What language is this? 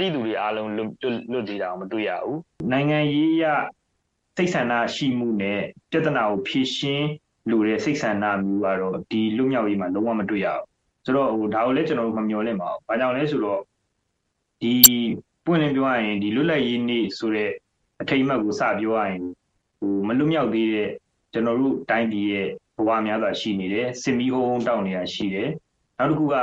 Burmese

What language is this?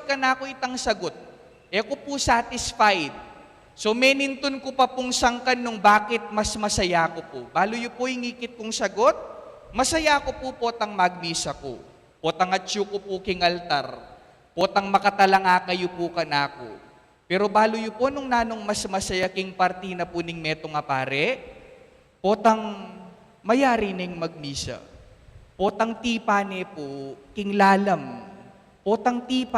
Pampanga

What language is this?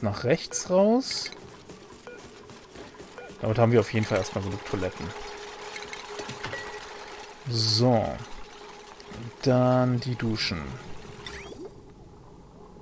German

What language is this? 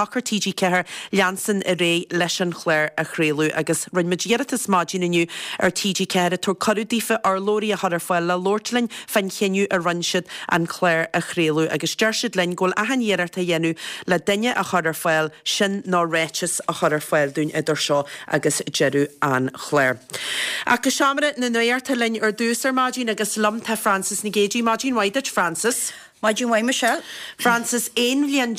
Irish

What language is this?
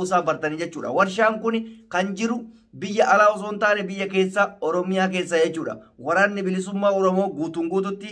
Oromo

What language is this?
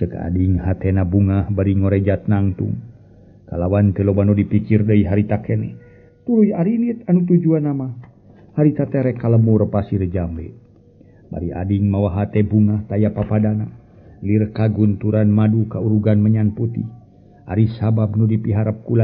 Sundanese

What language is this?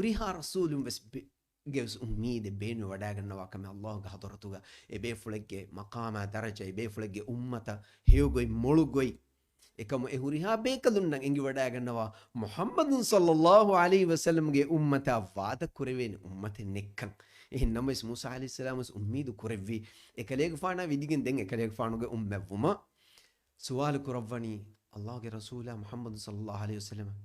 Divehi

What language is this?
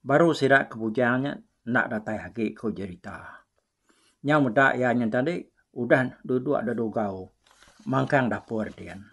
Iban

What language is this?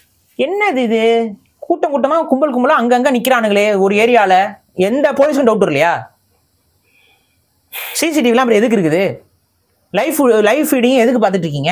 Tamil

